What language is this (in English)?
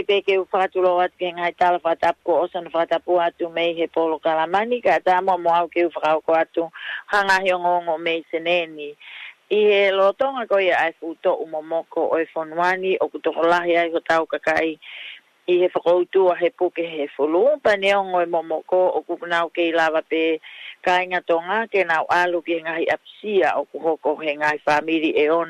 Tongan